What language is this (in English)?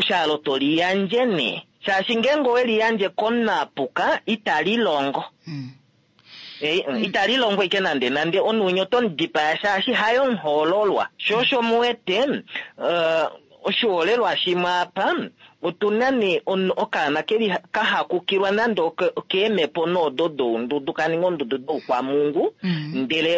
Kuanyama